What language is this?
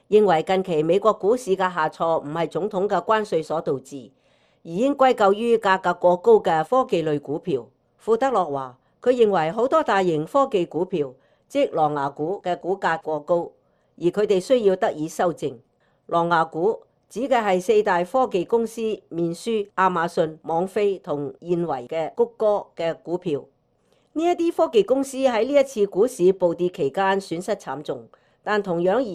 Cantonese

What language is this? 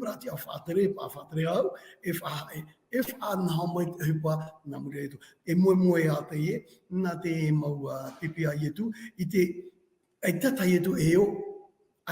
Tahitian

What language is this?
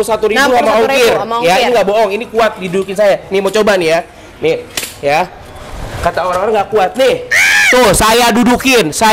Indonesian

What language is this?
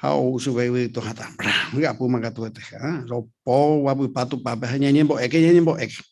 Guarani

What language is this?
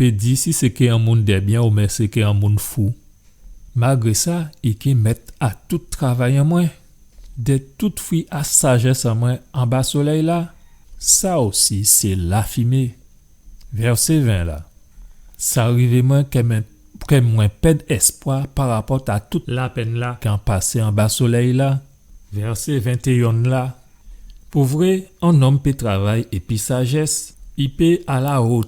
Guadeloupean Creole French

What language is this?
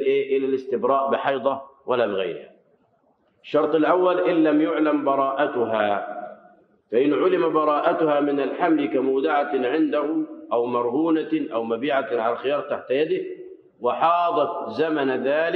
Arabic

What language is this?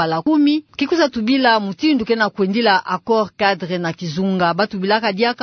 Kituba (Democratic Republic of Congo)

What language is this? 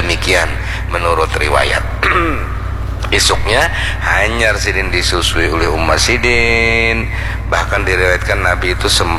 Banjar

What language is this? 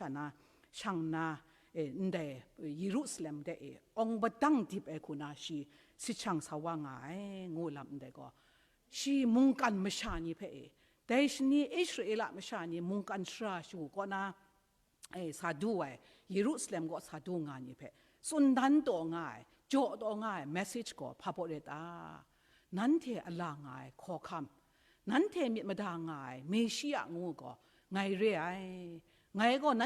Kachin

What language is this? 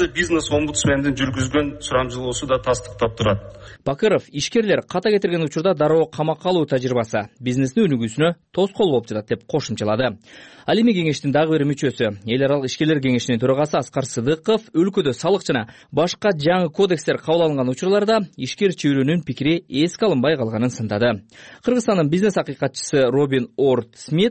Kyrgyz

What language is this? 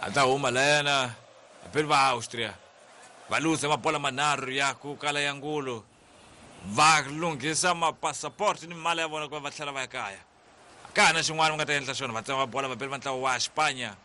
Tsonga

